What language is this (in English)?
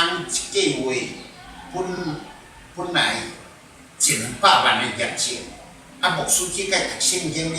Min Nan Chinese